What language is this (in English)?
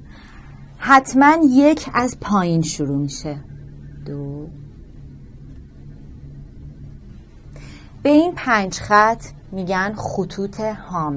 Persian